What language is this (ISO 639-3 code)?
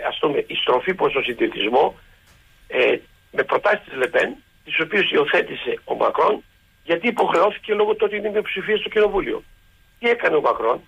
ell